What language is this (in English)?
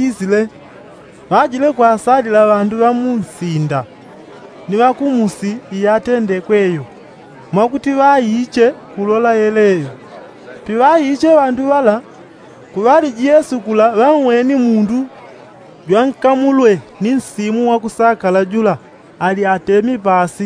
Yao